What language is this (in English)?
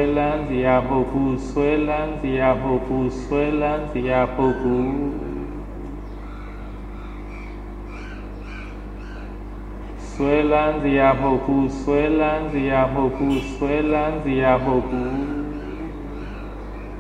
Burmese